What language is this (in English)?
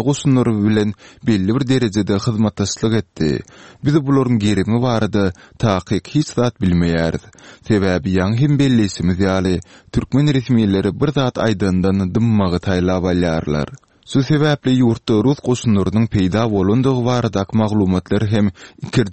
Turkmen